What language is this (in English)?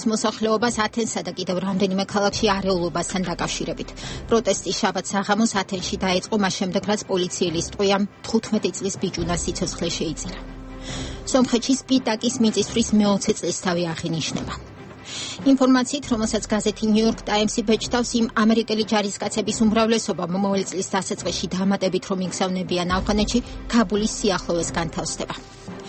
Georgian